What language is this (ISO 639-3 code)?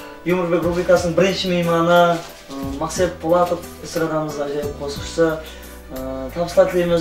kaa